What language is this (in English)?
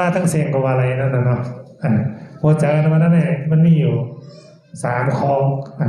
Shan